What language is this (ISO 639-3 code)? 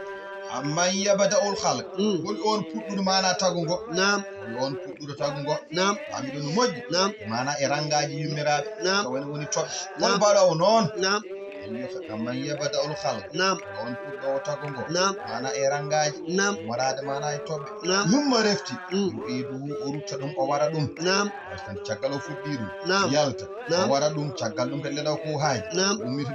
ful